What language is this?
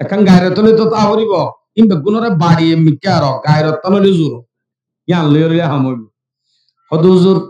Rohingya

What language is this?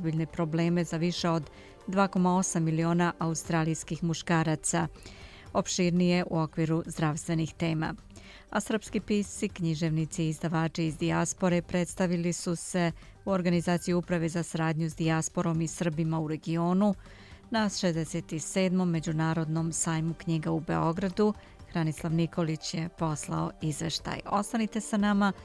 Serbian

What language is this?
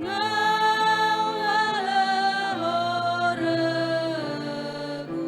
Nias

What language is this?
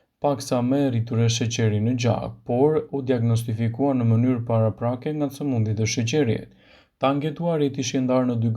Albanian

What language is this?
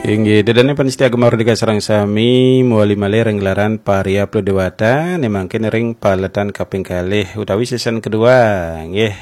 Balinese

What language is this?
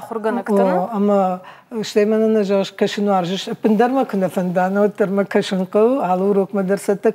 Ossetic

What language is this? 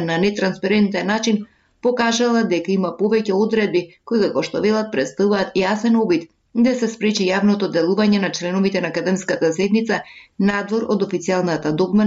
Macedonian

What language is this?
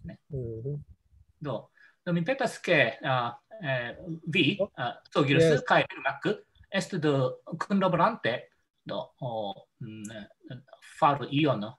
Esperanto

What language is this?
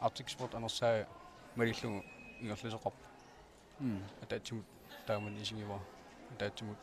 Kalaallisut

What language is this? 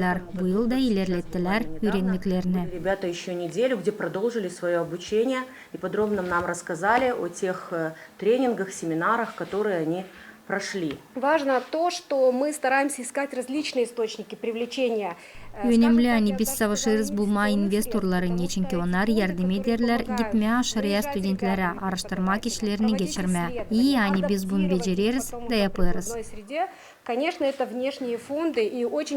Gagauz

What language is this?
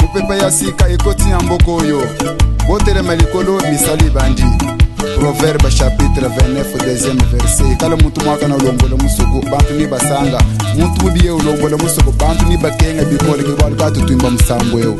Luba-Lulua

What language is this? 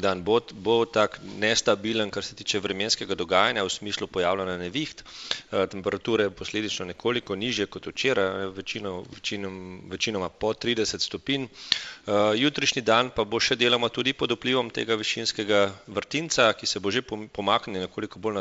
Slovenian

